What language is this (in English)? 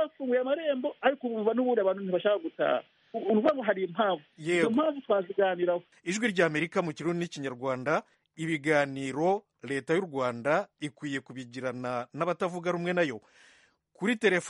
Kinyarwanda